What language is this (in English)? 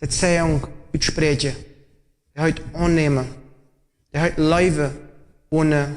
Plautdietsch